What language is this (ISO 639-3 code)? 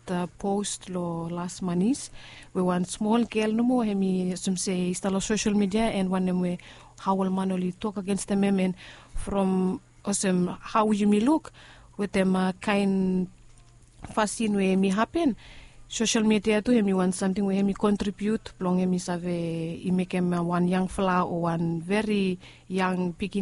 bis